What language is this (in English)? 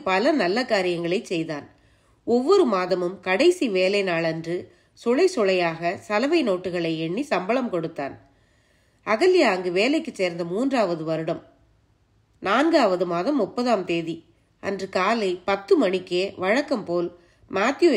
Tamil